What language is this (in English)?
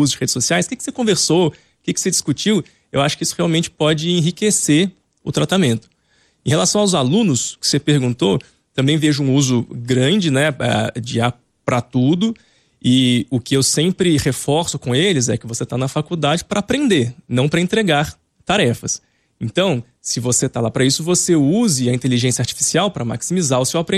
Portuguese